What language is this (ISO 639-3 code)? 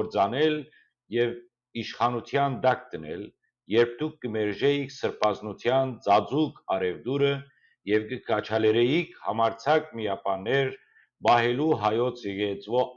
hyw